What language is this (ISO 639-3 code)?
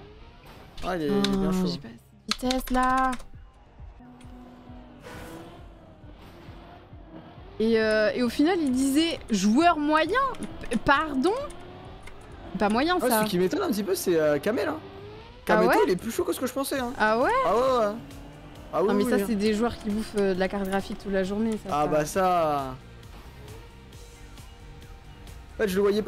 fra